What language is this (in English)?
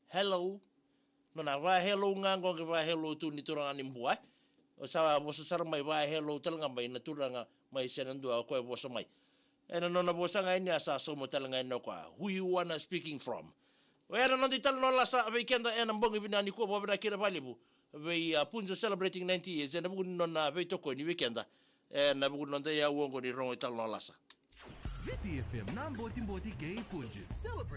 Fijian